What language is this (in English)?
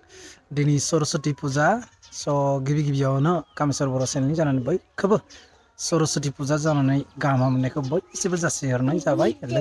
Bodo